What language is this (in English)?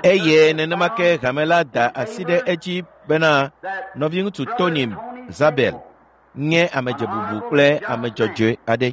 Ewe